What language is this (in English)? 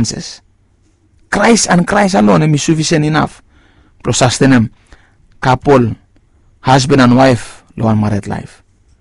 Bislama